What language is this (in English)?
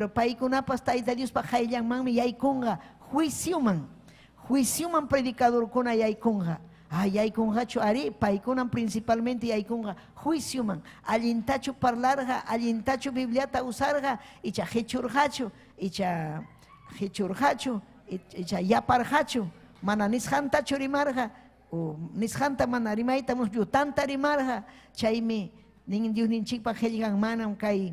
Ayacucho Quechua